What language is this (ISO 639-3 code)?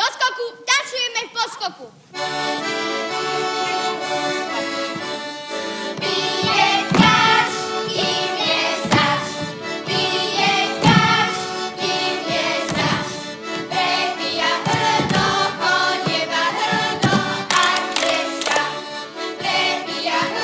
slk